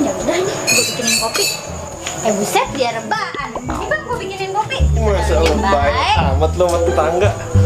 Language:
Betawi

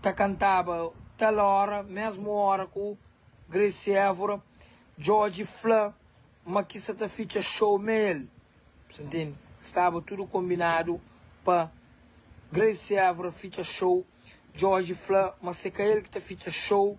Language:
Kabuverdianu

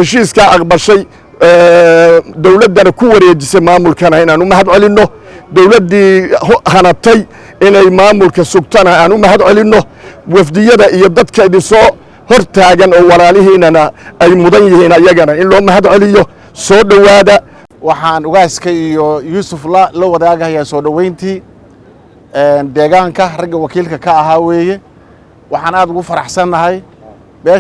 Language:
Somali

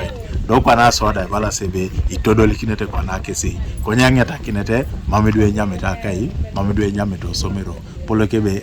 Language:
Teso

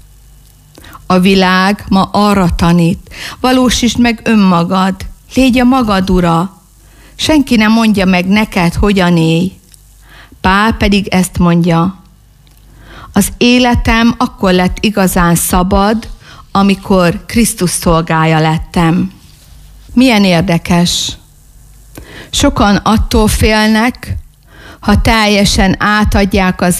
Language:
Hungarian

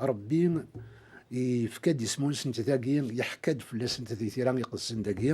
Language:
Kabyle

